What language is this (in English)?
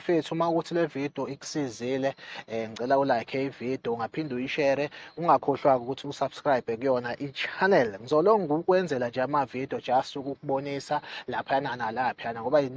Zulu